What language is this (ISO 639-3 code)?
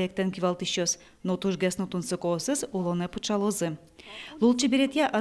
udm